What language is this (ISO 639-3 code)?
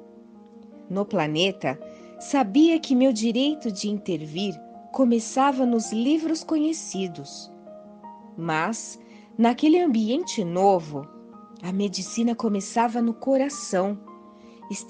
por